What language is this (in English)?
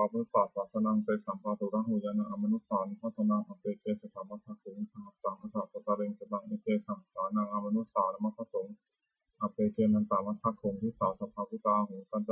Pali